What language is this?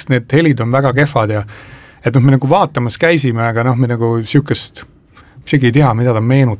Estonian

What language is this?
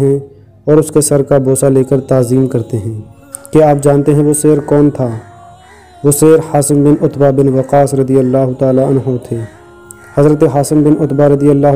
Urdu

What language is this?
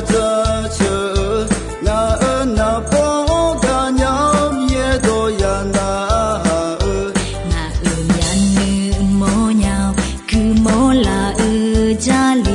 Akha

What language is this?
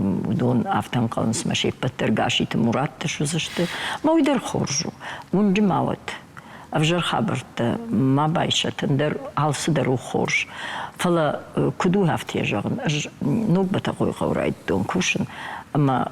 Ossetic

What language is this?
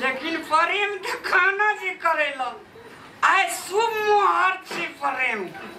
Maithili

